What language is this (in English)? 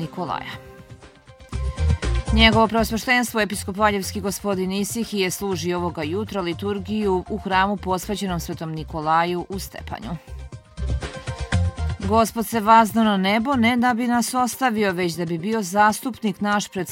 Serbian